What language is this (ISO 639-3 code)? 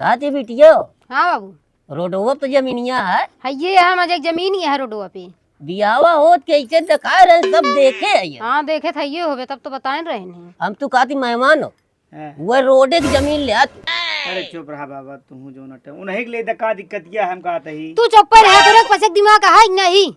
awa